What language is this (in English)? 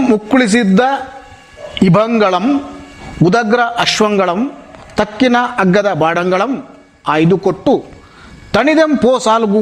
Kannada